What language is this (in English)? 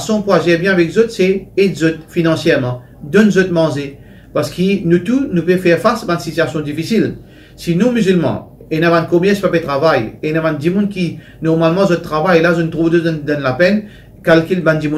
Morisyen